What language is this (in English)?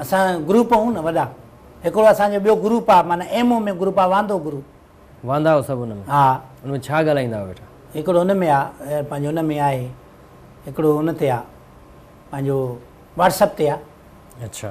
Sindhi